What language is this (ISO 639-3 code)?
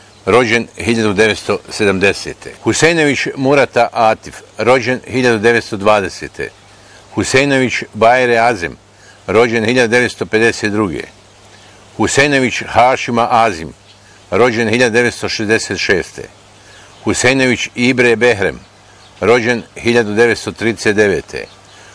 bos